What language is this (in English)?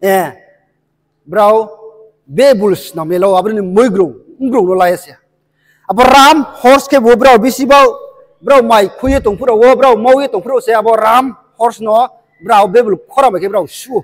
Riang (India)